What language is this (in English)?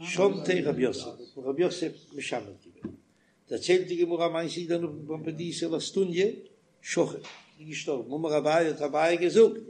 Yiddish